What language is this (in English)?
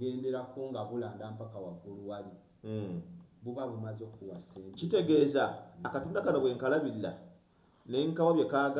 Ganda